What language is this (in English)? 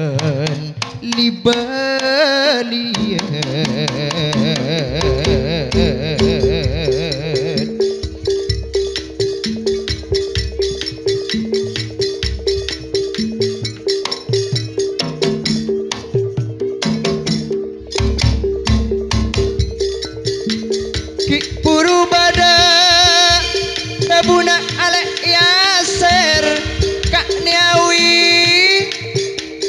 Madurese